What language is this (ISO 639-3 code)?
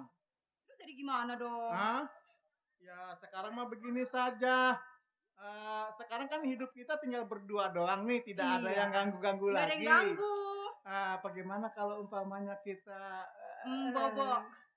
bew